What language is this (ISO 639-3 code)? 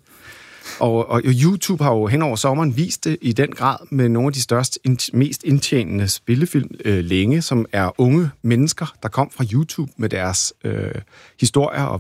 dan